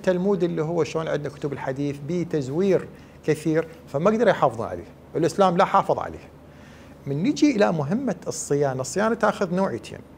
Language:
Mesopotamian Arabic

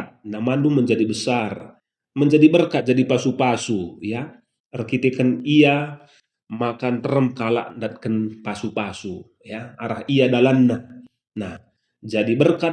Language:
Batak Karo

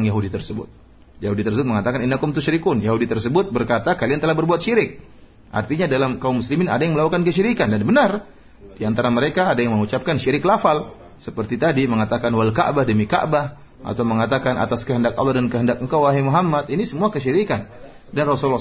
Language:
Indonesian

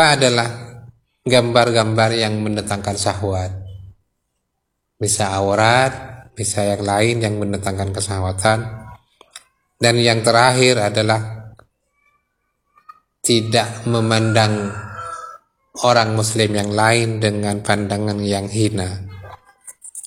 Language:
Indonesian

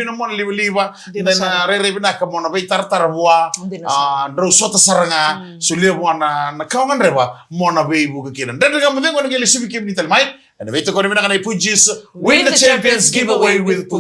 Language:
Fijian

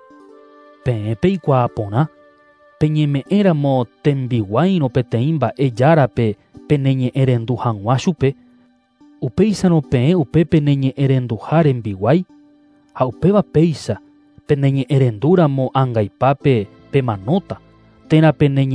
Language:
Guarani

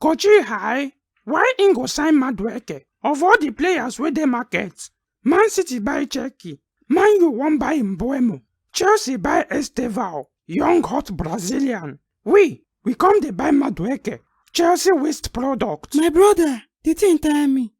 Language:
Nigerian Pidgin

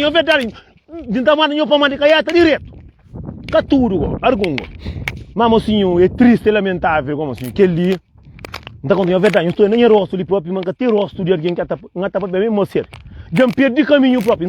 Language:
Kabuverdianu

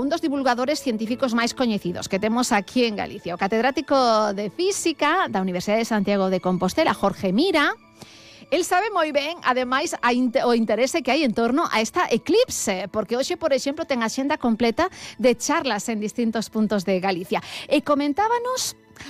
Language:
Galician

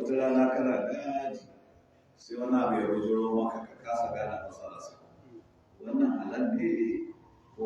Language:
Hausa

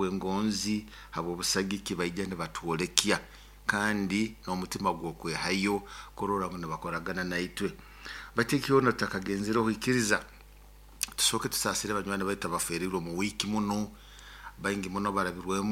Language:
Nyoro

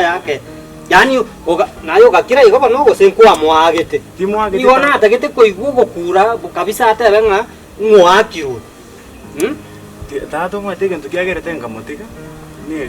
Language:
Gusii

